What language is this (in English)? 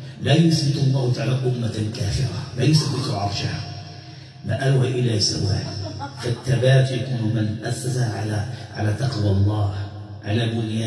Arabic